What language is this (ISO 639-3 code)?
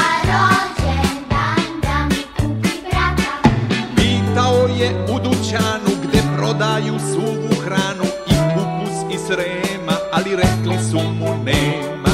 srp